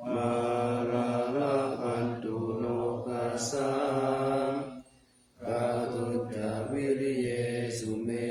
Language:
Pali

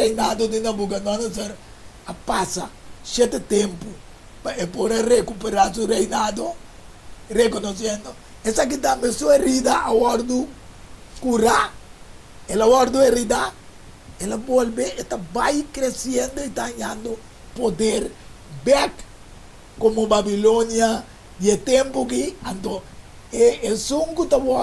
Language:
Papiamento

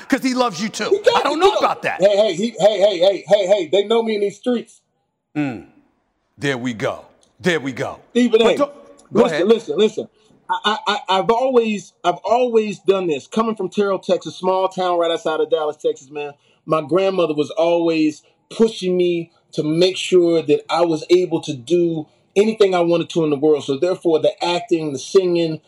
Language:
English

